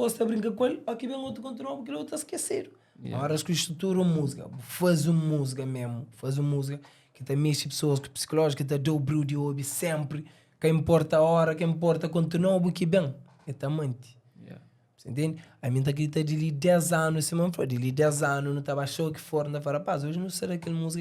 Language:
Kabuverdianu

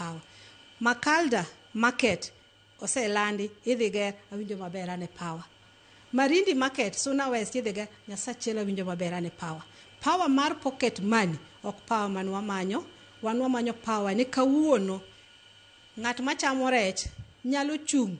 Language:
Luo (Kenya and Tanzania)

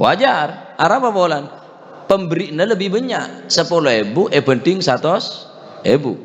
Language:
Madurese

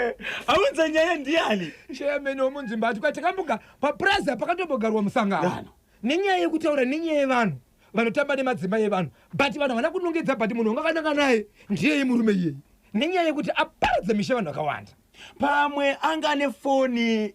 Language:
Shona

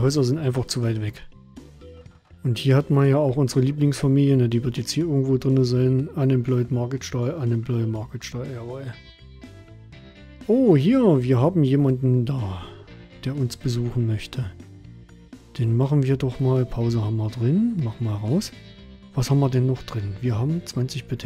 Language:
German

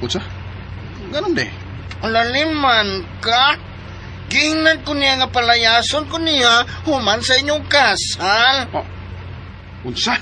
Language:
Cebuano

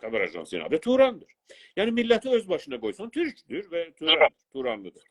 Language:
South Azerbaijani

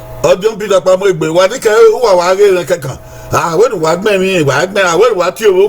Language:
Bini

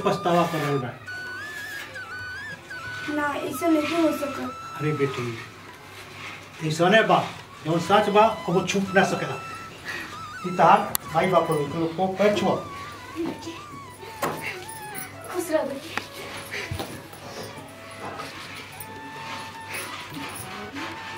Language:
Bhojpuri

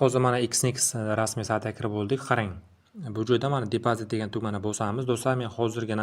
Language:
Uzbek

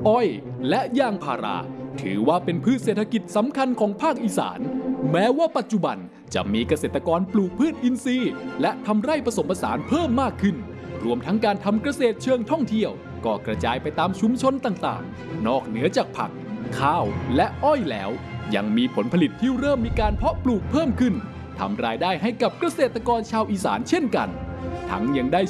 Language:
Thai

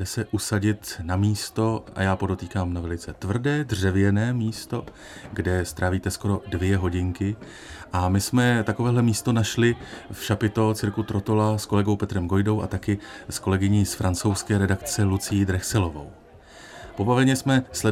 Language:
Czech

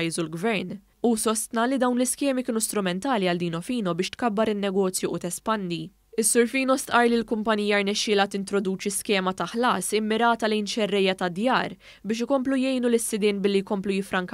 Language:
Maltese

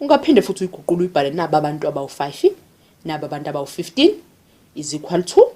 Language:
Zulu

